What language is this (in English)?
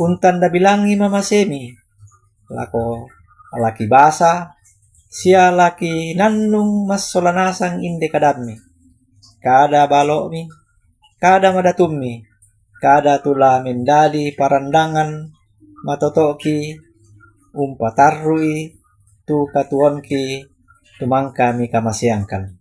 Toraja-Sa'dan